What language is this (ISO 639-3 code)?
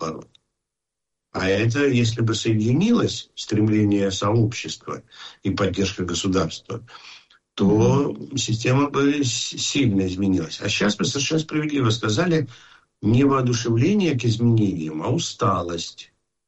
rus